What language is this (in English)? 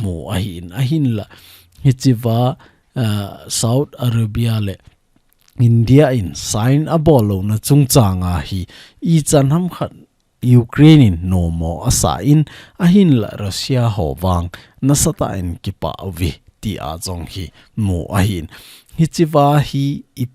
Thado Chin